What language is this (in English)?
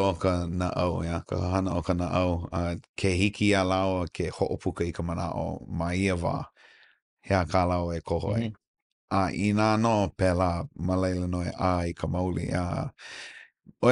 Hawaiian